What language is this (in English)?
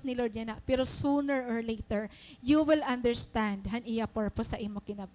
Waray